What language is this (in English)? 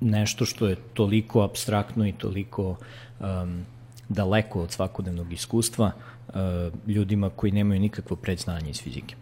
Serbian